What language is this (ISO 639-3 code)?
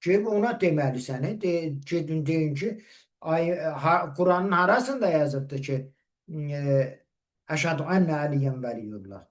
aze